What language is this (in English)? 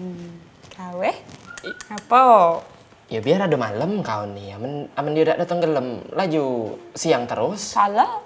Musi